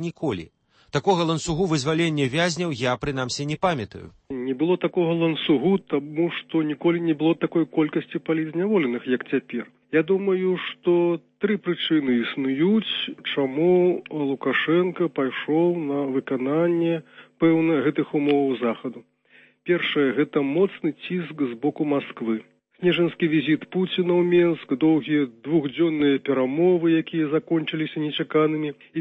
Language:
Belarusian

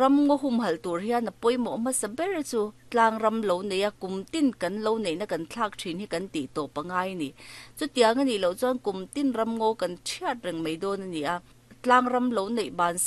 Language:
Mizo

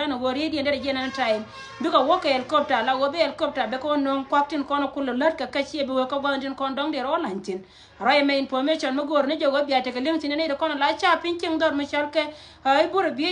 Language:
Nuer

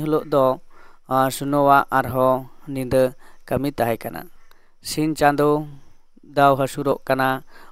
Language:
Santali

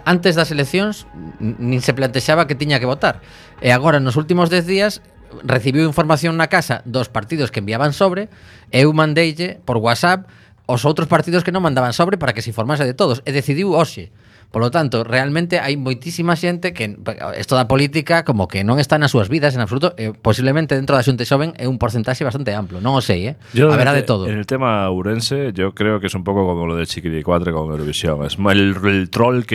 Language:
Galician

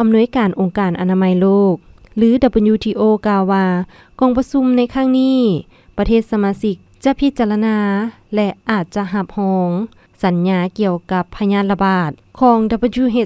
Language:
Lao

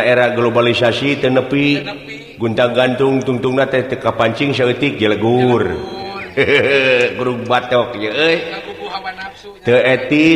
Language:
Sundanese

